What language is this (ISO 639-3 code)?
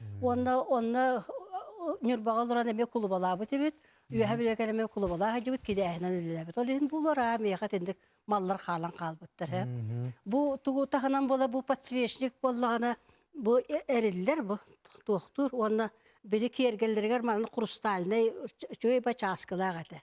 sah